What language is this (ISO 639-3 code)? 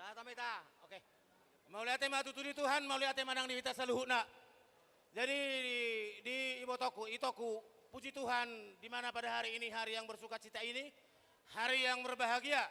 bbc